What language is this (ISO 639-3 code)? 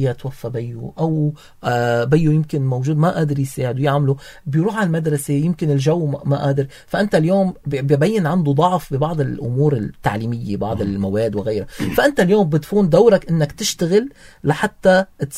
apc